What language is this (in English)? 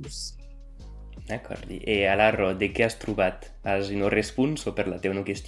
Occitan